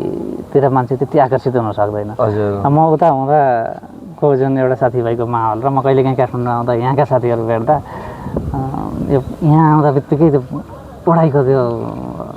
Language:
Nepali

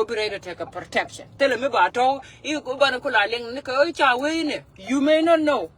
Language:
Nuer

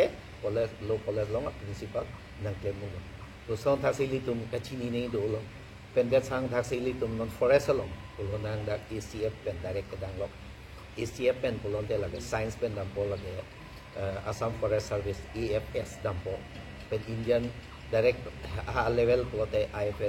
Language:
Karbi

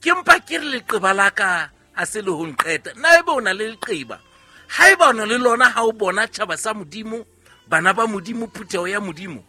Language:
Southern Sotho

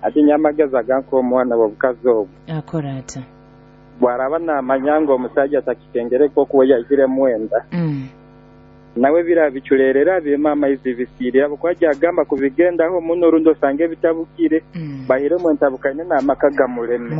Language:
Nyoro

